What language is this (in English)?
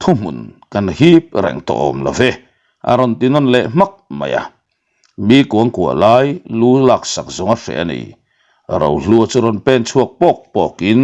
Mizo